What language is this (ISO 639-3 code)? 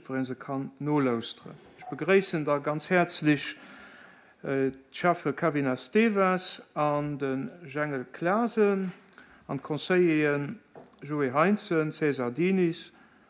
ltz